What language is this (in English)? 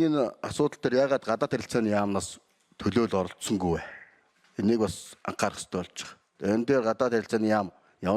Mongolian